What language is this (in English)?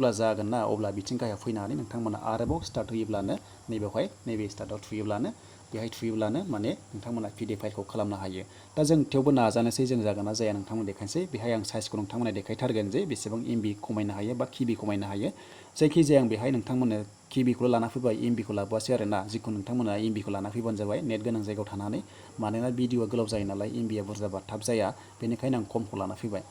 Bodo